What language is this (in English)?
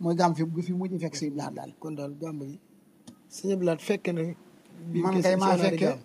Wolof